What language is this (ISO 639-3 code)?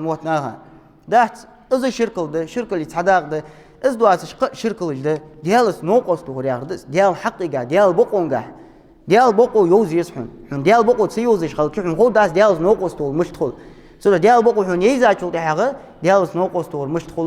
inh